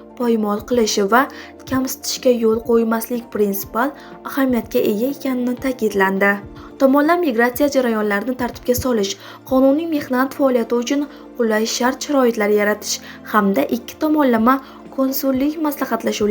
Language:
Uzbek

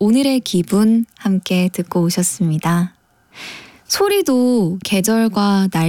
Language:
Korean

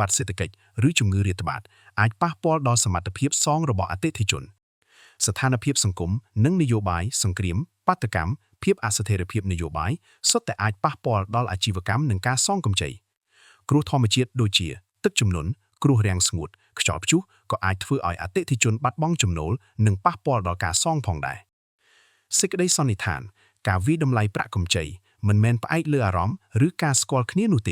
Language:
Khmer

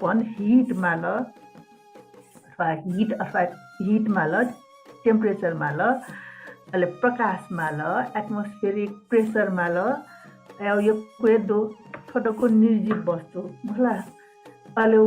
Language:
Newari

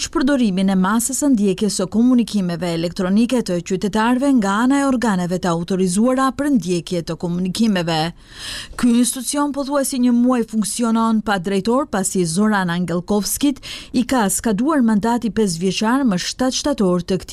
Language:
Albanian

